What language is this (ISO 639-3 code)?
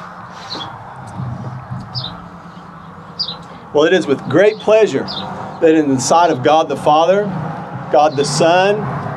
eng